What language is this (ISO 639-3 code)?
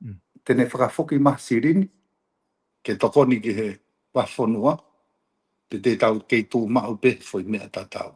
ton